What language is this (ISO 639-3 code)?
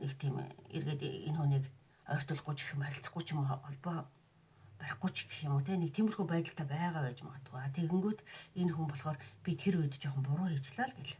mon